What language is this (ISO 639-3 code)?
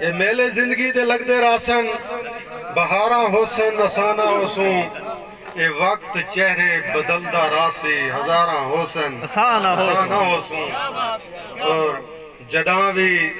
skr